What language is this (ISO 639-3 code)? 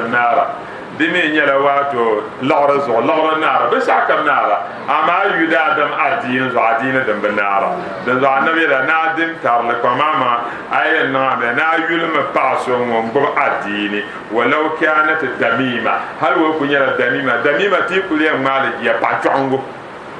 dag